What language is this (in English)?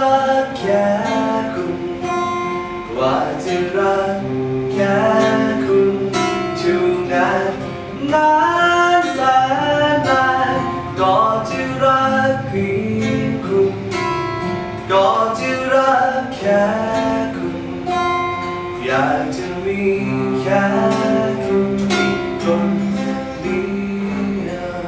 Thai